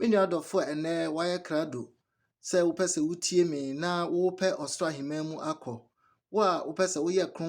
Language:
Akan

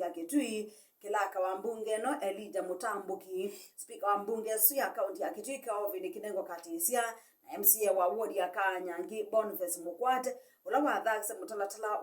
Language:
Kamba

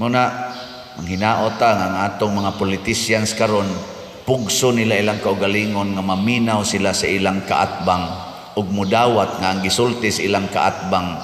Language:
Cebuano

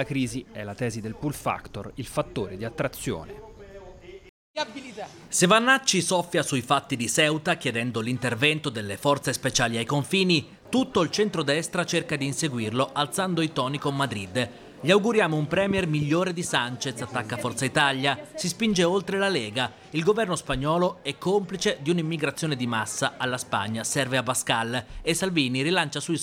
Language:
Italian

